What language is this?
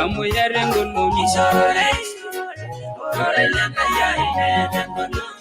Masai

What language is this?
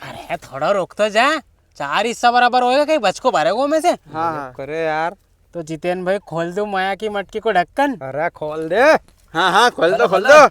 Rajasthani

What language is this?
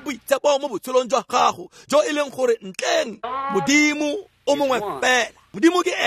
Tswana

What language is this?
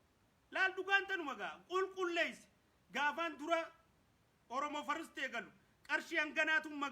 Oromo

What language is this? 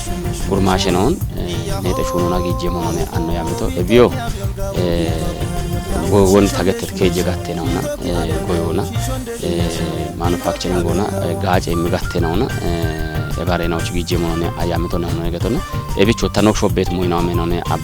Kafa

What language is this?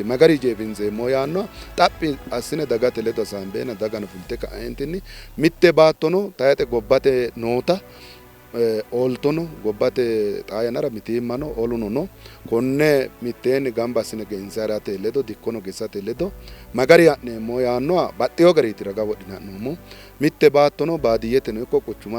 Sidamo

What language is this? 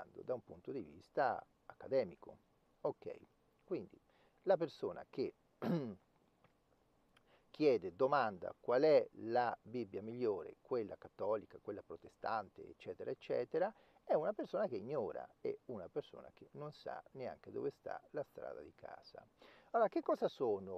Italian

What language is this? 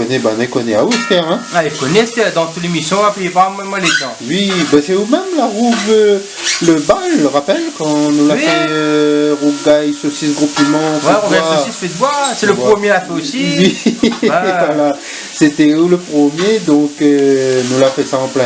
Réunion Creole French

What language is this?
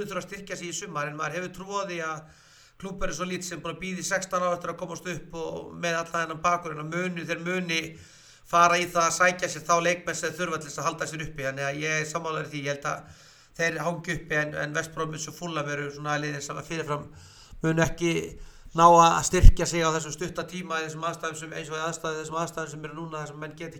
Icelandic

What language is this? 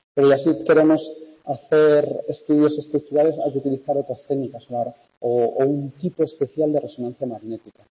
Spanish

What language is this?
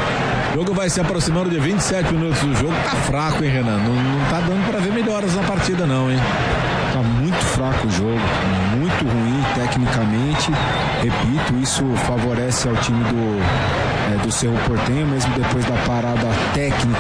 Portuguese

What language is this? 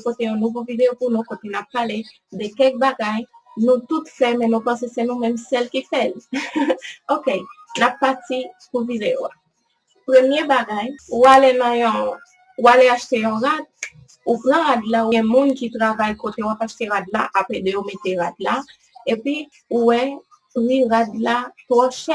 Haitian Creole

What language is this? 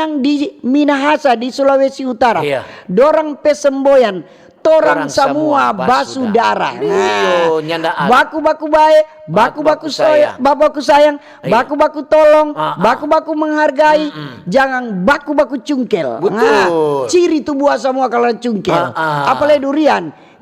Manado Malay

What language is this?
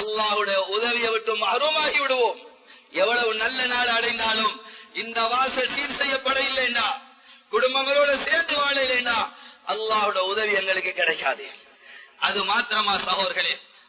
Tamil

